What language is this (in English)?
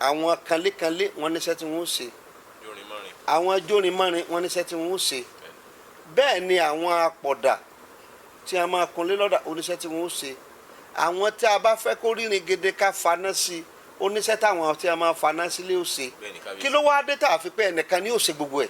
Yoruba